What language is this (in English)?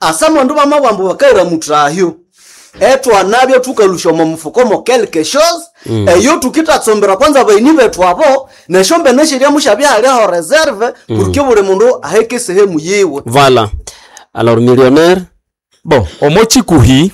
Nande